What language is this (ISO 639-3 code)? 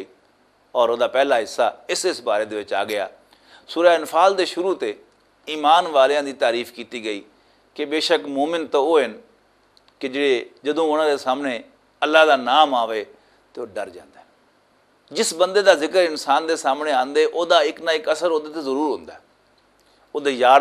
lah